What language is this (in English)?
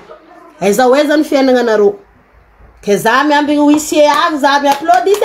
Malagasy